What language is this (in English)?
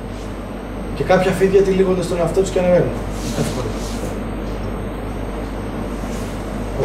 Greek